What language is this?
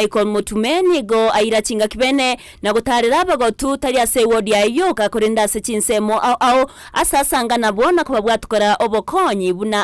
Gusii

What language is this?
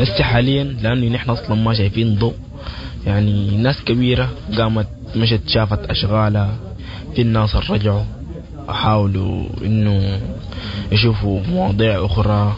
Sudanese Arabic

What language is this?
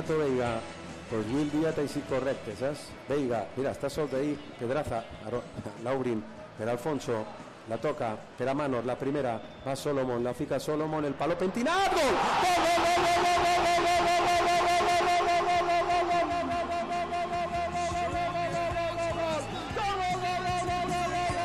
Catalan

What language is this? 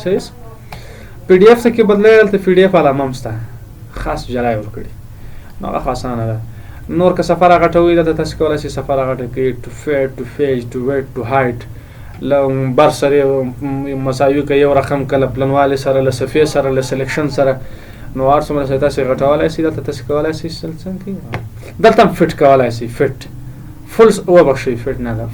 Pashto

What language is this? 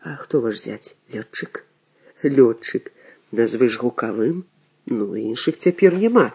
Belarusian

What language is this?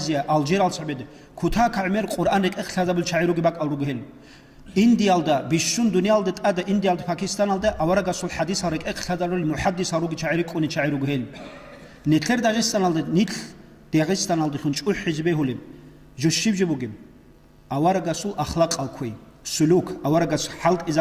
Avaric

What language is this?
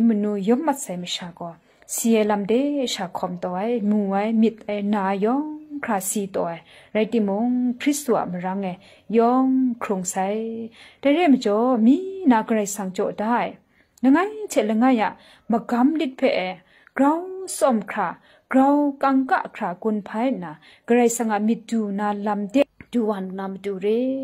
Kachin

